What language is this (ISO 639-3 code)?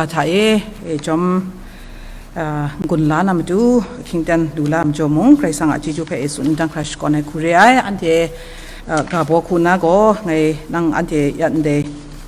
kac